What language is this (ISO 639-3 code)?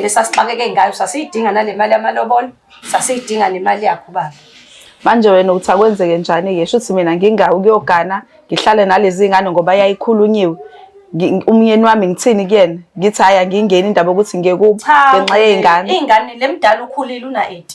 zul